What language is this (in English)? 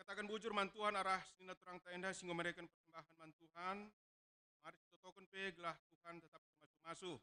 Batak Karo